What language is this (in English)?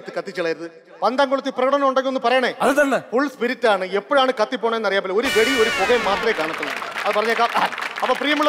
Malayalam